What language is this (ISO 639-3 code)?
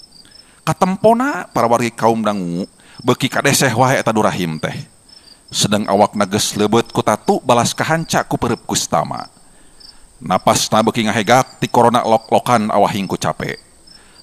sun